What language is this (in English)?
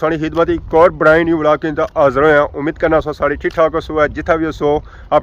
Pahari-Potwari